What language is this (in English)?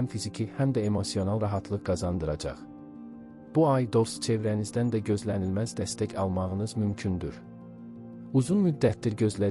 Azerbaijani